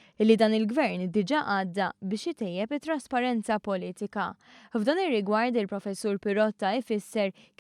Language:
Maltese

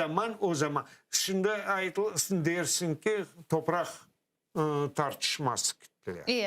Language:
Crimean Tatar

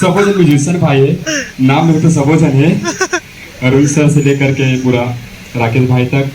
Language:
Chhattisgarhi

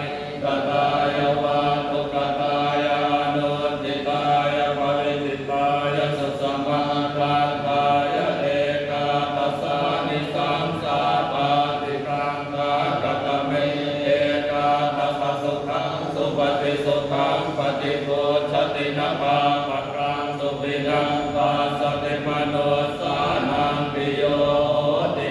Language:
Pali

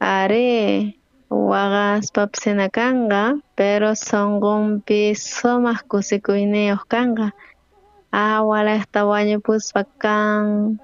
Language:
South Bolivian Quechua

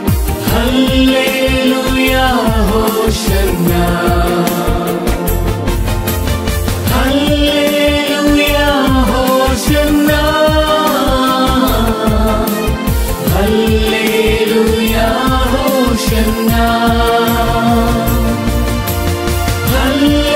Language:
Malayalam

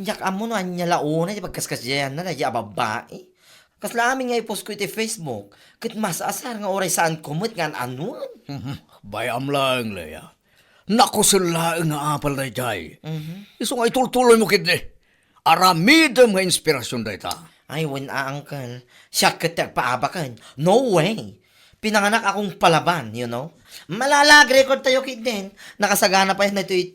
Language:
Iloko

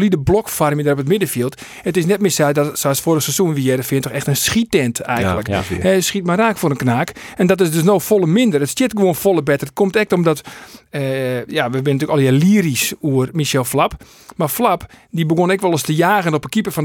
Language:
Western Frisian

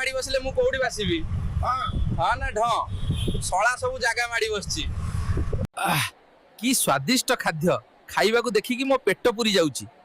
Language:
Odia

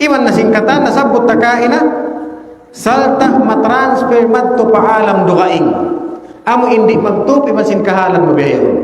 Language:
Tausug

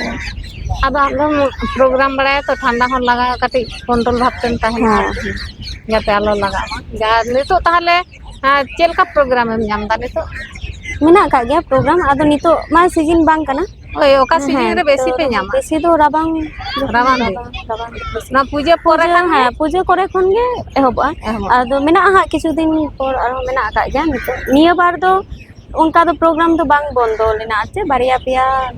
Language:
Santali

